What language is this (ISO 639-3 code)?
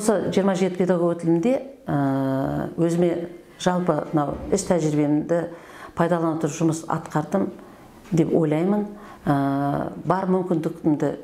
kaz